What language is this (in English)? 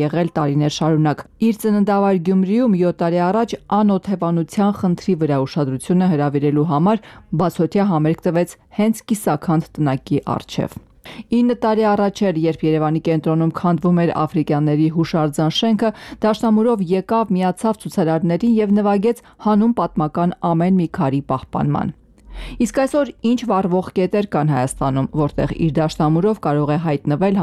Armenian